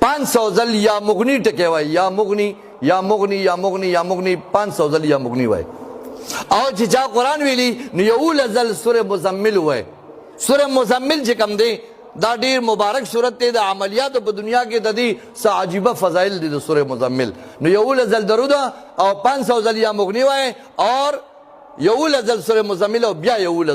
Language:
Pashto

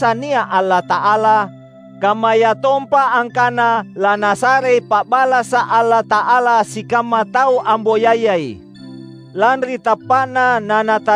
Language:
Makasar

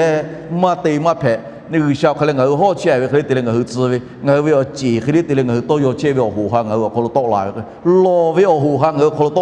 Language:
Lahu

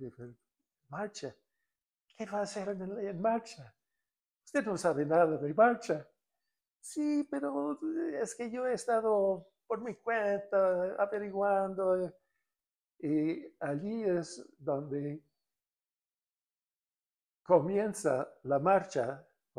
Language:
Spanish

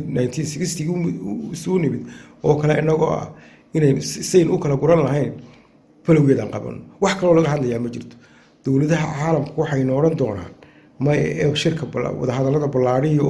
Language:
Somali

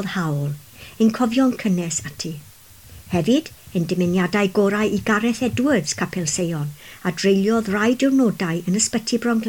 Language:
Welsh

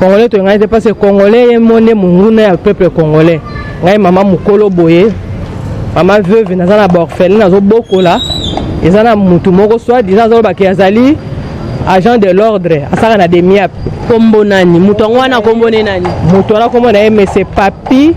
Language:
Lingala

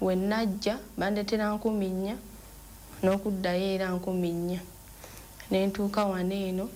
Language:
Ganda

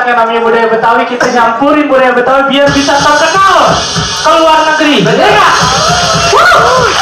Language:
Betawi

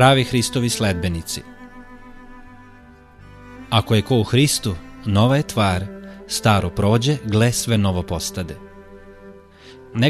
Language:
Serbian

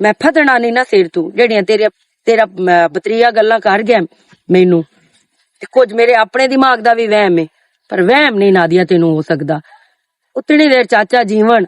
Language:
Western Panjabi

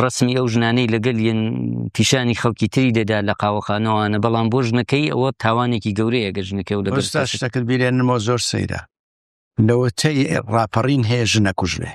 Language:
Central Kurdish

